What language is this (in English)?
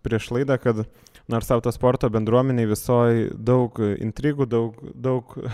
Lithuanian